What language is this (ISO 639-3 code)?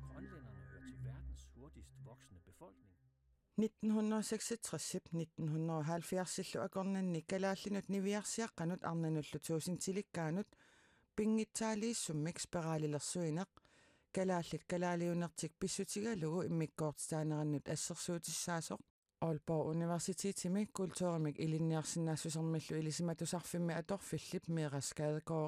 kal